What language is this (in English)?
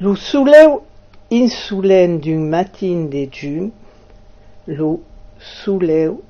Occitan